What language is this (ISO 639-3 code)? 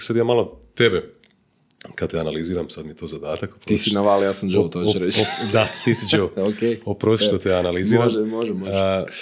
hrv